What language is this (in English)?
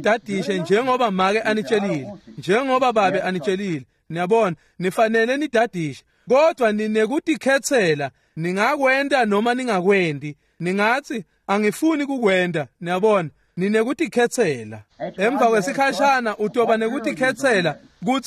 Swati